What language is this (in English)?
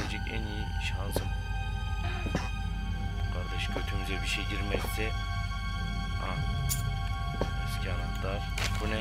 Turkish